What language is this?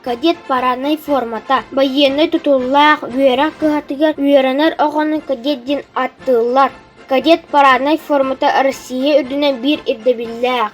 Yakut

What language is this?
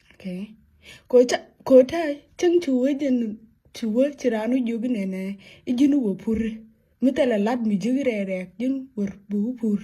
Nuer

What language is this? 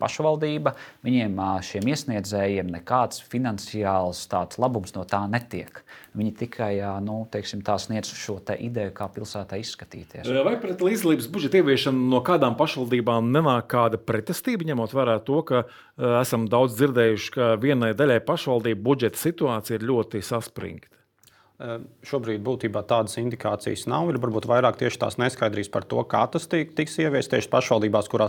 Latvian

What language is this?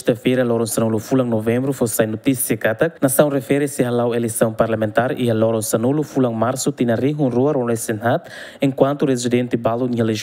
Tetum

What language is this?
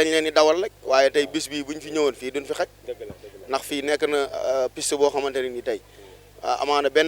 Wolof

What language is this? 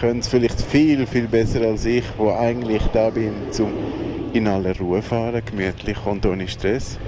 Swiss German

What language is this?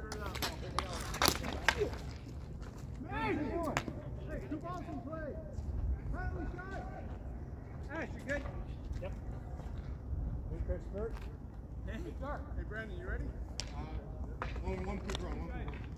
English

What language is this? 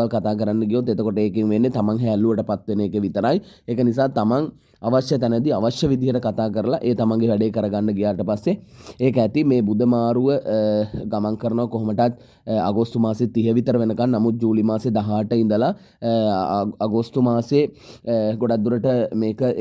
Sinhala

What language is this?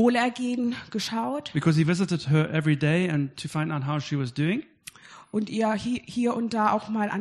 German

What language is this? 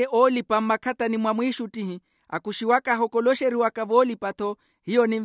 Makhuwa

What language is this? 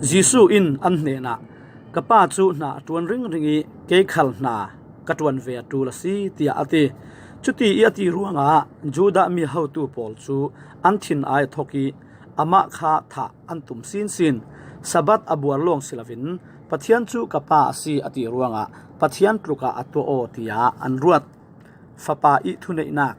Falam Chin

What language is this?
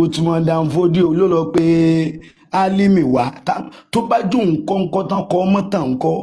Yoruba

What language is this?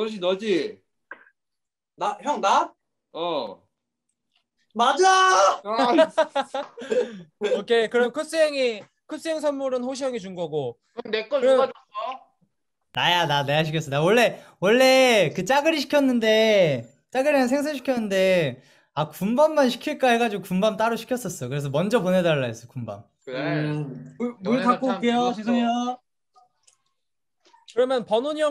Korean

